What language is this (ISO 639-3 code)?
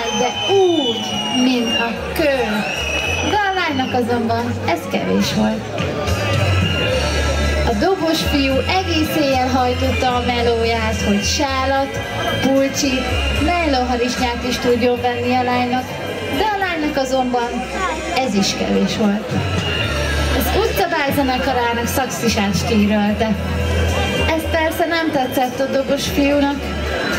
hun